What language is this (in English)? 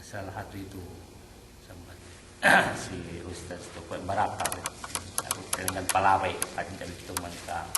Yakan